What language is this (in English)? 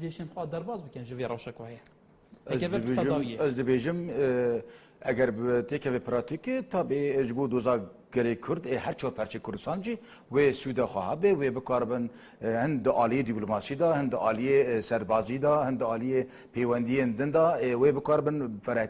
Kurdish